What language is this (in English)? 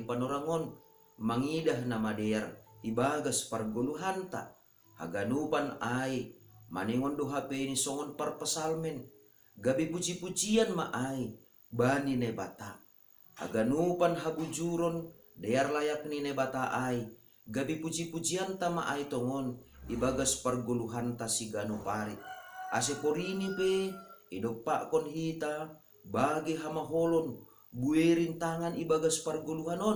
Batak Simalungun